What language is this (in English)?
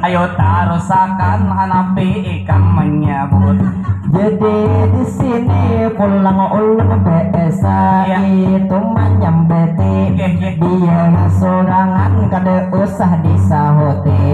Banjar